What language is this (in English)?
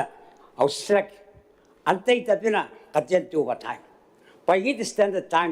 Gilbertese